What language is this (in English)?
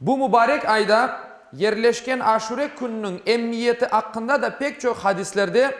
Crimean Tatar